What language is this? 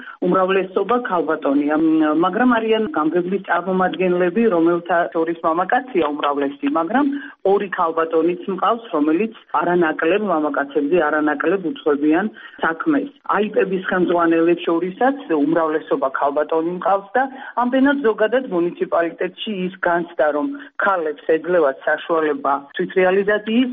Georgian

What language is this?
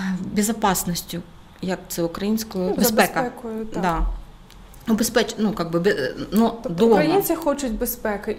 Ukrainian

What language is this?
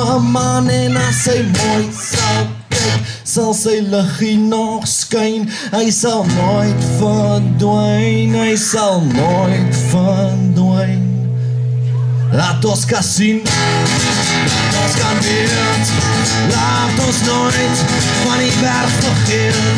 Afrikaans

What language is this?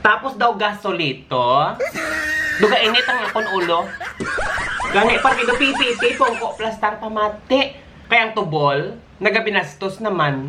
Hiligaynon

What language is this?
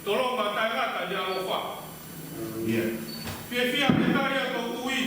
Tongan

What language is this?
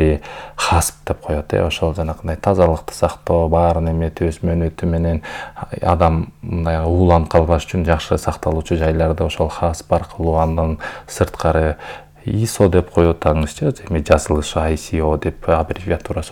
Kyrgyz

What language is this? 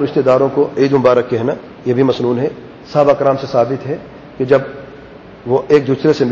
Urdu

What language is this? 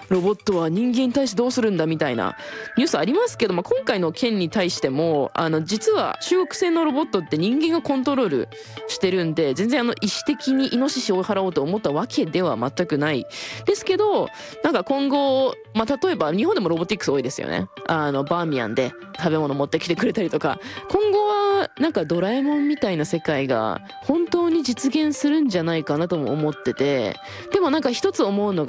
Japanese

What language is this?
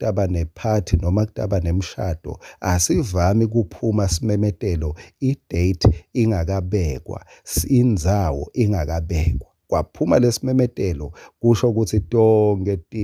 Swati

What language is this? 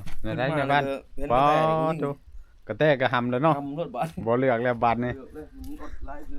Northeastern Thai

